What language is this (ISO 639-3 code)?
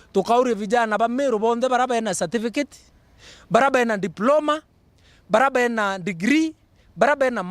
mer